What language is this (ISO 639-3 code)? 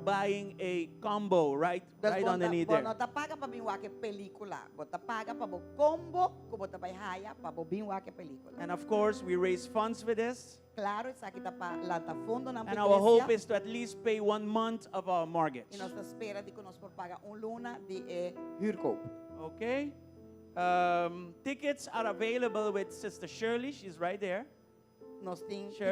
pap